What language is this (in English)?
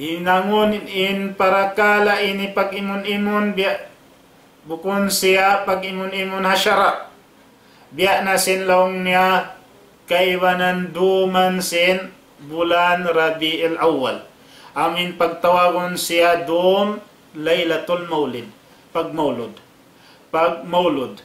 Tausug